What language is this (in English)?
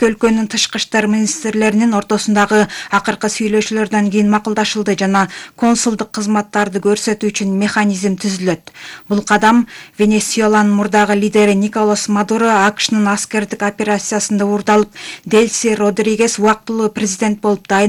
Kyrgyz